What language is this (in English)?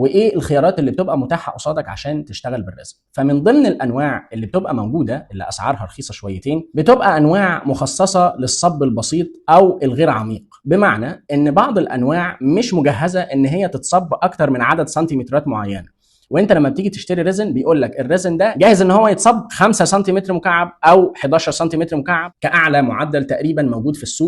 Egyptian Arabic